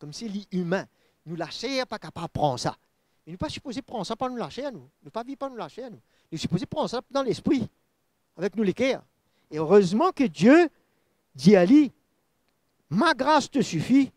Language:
Morisyen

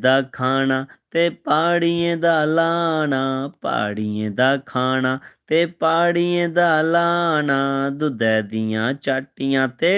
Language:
Dogri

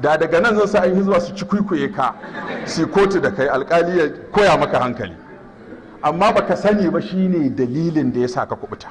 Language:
Hausa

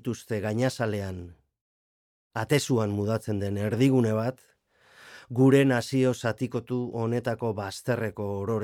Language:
Basque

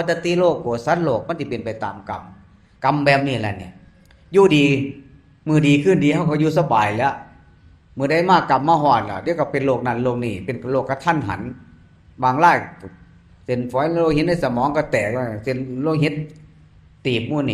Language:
Northeastern Thai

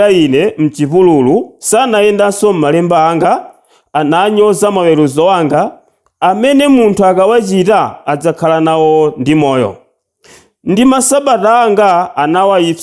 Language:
Nyanja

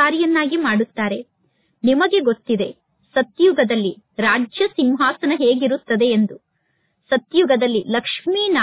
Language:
Kannada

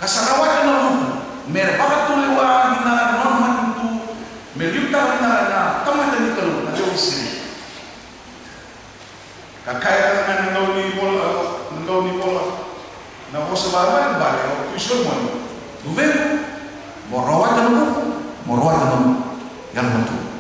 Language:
Fijian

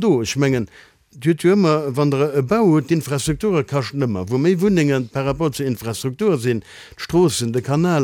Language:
Luxembourgish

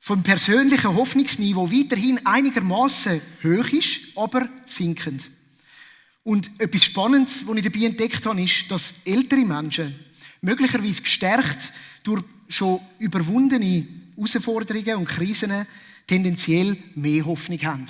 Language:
Swiss German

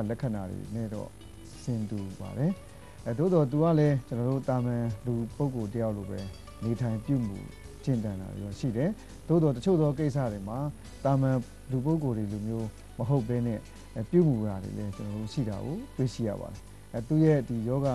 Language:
Burmese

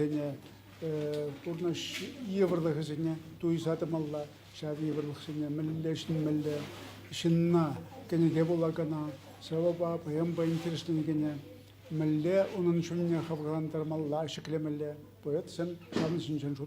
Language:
Chuvash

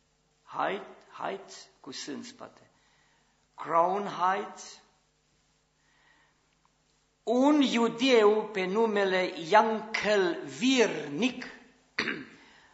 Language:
Romanian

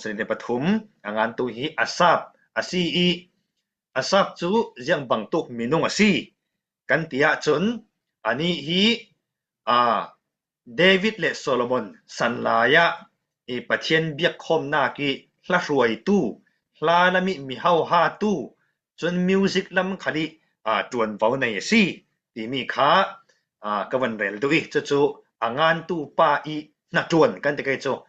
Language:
Falam Chin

